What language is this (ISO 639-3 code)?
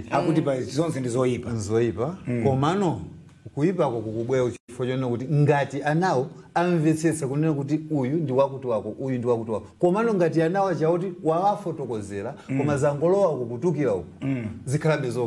nya